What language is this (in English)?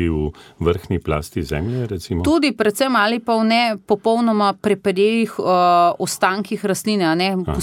Slovenian